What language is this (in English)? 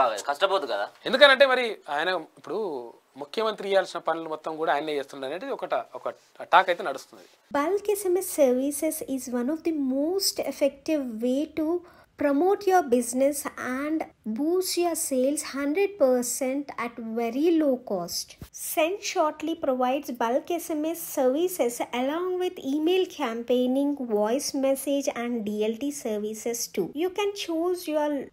Telugu